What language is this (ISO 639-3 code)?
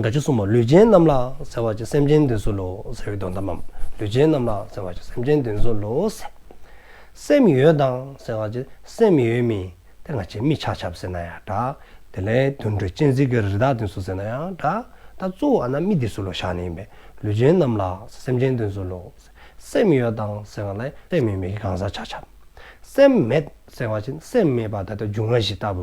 dzo